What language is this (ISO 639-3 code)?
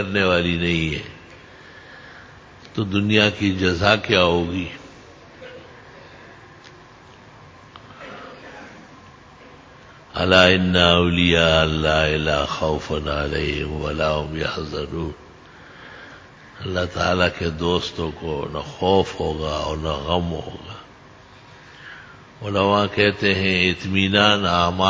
urd